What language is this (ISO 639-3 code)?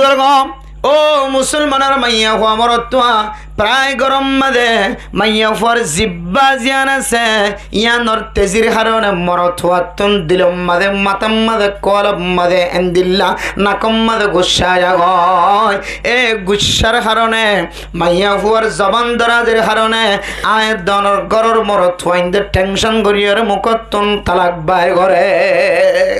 rhg